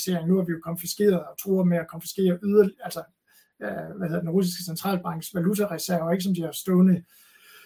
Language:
Danish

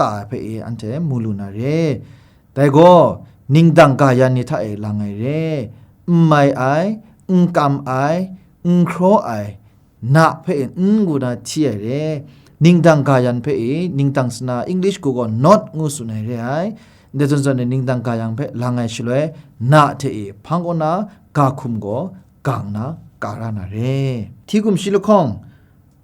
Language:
Kachin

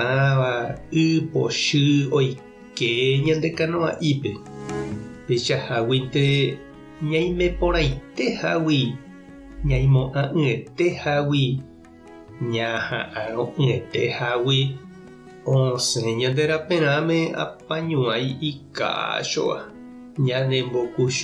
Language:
Guarani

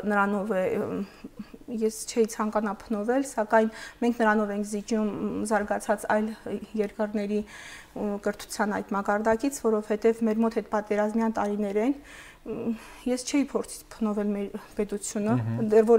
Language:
Armenian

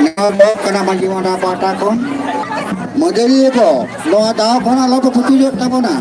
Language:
Santali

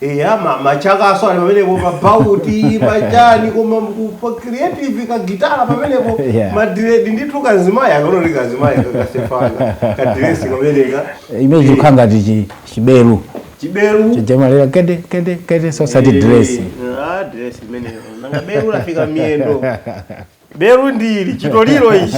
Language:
Nyanja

